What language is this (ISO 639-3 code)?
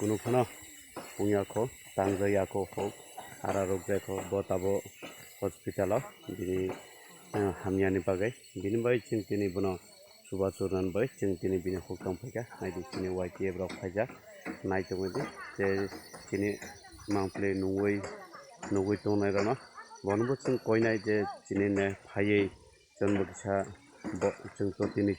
trp